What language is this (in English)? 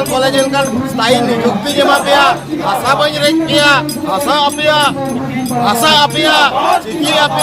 Santali